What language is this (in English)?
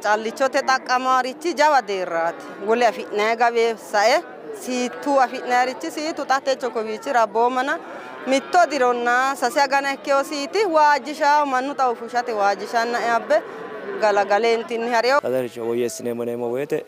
Sidamo